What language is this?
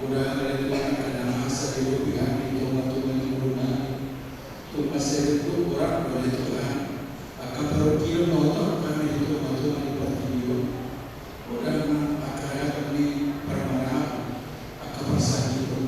Batak Toba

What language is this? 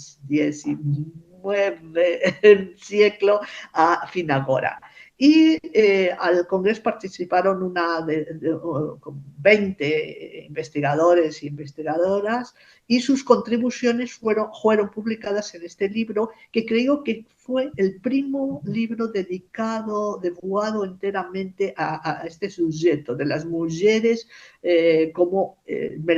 Ladino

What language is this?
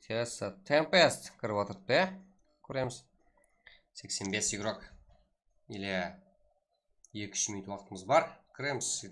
Kara-Kalpak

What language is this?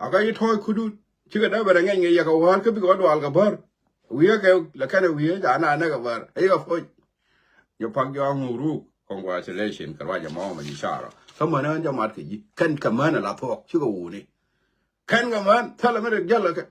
Nuer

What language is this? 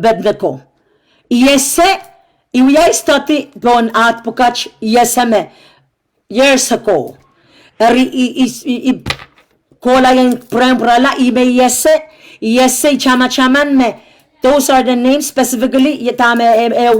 Pohnpeian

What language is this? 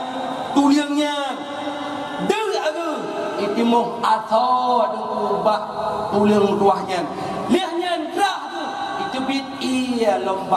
Achinese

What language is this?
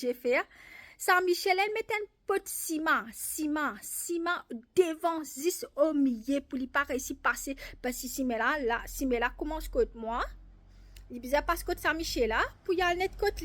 Morisyen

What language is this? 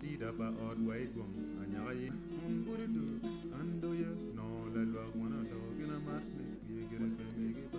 Acoli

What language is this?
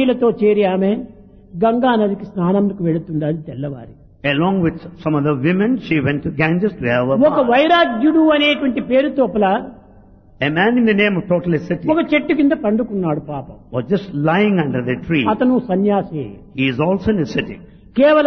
Telugu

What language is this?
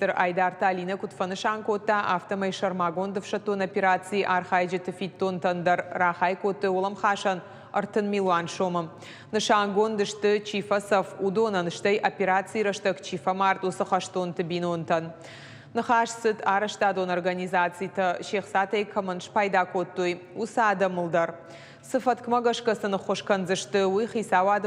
Ossetic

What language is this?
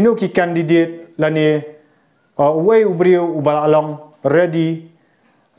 Khasi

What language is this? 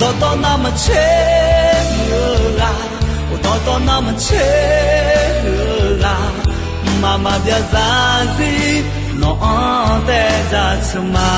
Akha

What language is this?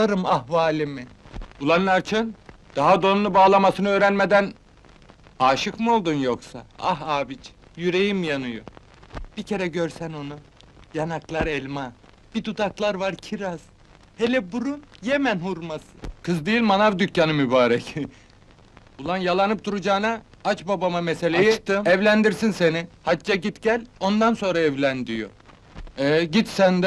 Turkish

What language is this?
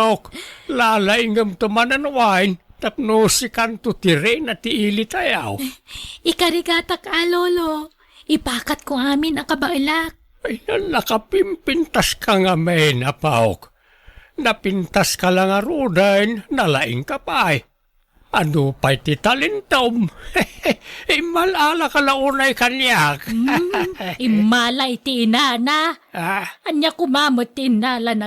Iloko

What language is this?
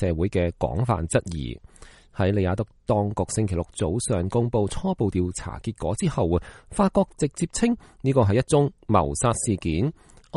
Cantonese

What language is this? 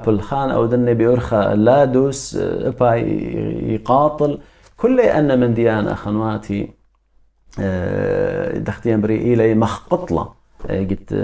Assyrian Neo-Aramaic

